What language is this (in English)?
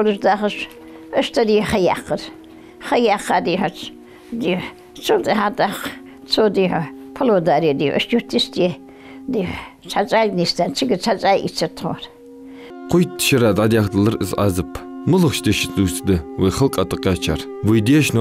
Ingush